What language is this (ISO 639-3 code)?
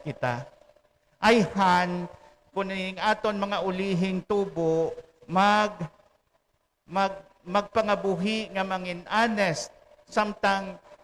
hil